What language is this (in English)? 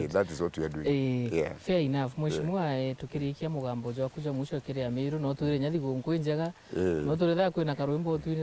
Meru